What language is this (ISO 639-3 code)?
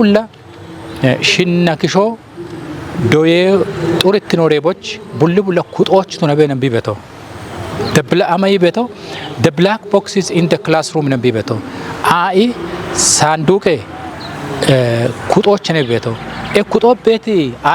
kbr